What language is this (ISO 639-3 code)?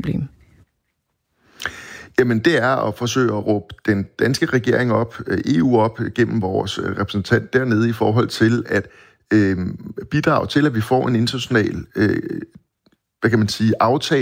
dan